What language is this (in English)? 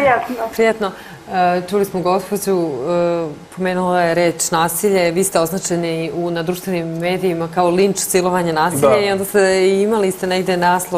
Serbian